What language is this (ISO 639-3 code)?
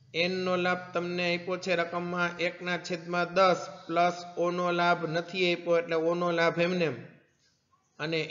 guj